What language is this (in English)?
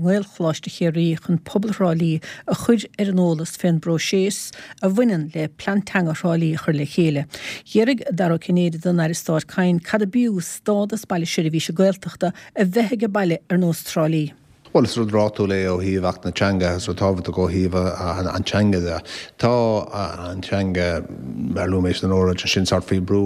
Irish